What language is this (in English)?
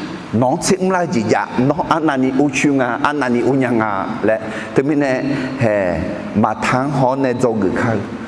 Akha